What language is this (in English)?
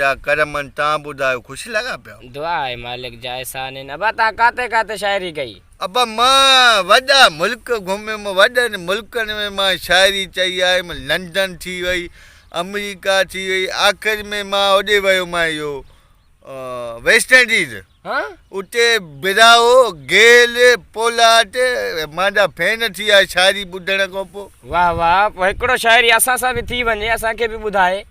Sindhi